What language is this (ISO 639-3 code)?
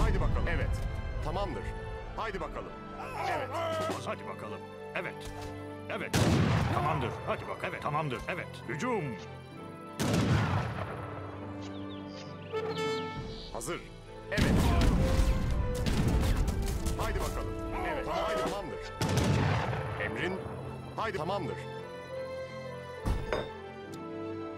tur